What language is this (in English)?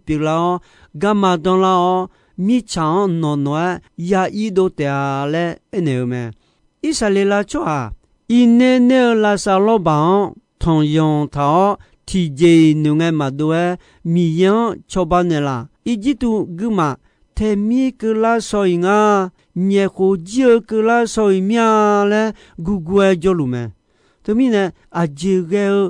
Akha